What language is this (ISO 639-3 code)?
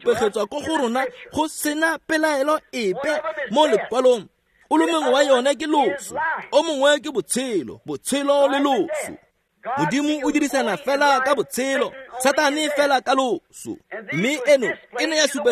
tsn